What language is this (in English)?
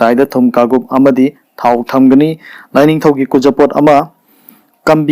Manipuri